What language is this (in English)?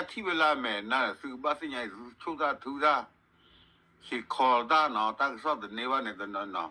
S'gaw Karen